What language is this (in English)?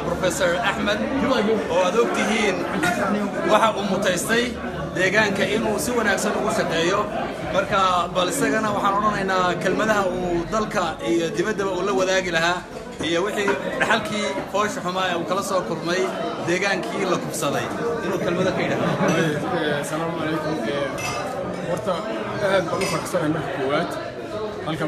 Somali